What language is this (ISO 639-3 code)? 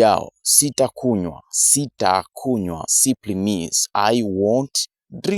eng